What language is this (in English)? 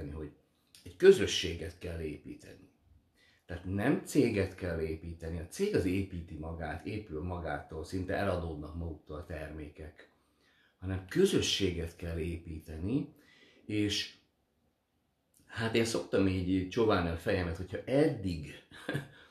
Hungarian